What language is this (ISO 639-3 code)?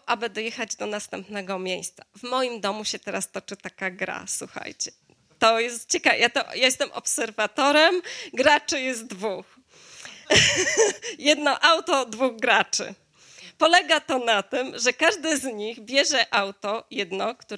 pol